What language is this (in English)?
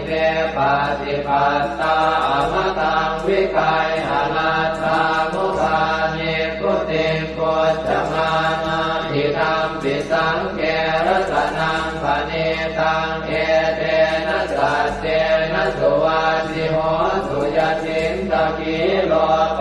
Pali